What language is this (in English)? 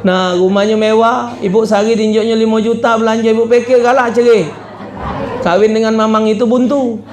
Musi